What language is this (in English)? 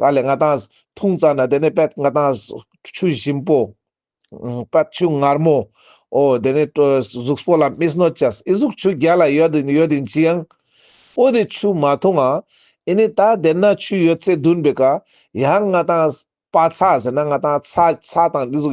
Ladakhi